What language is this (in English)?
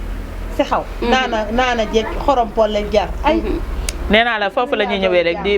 Wolof